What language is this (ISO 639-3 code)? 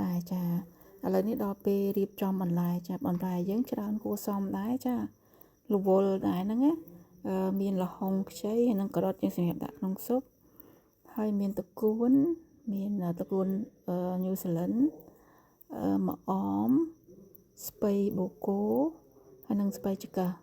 khm